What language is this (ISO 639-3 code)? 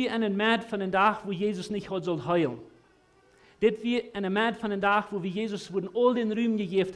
pdt